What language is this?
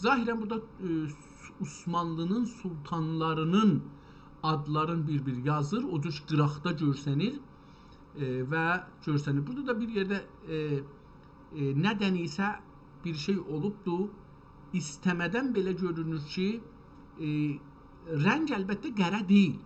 South Azerbaijani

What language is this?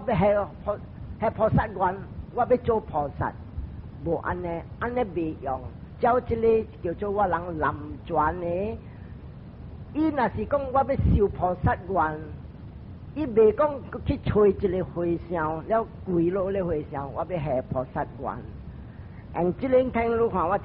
Min Nan Chinese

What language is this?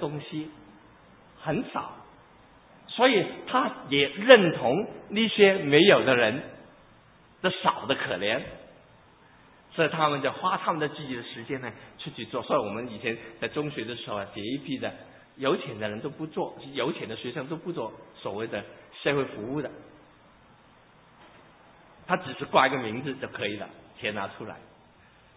Chinese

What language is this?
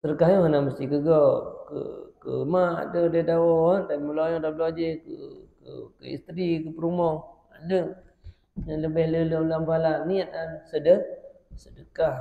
Achinese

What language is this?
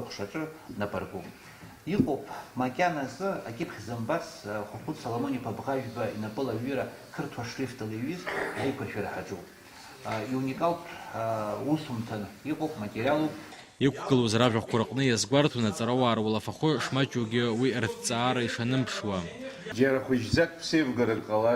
Abkhazian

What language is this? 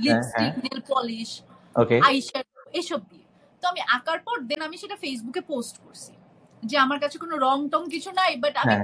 Bangla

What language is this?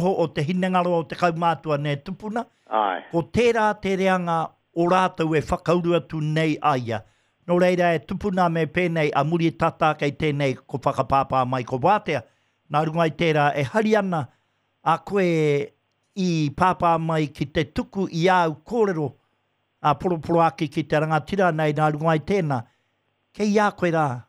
Māori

